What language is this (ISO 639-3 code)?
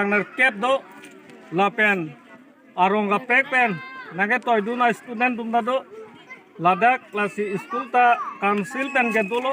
mjw